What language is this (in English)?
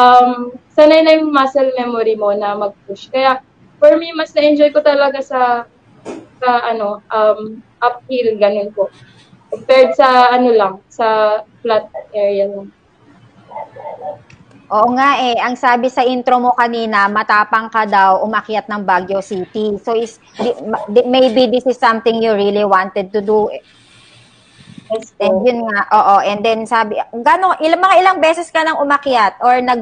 Filipino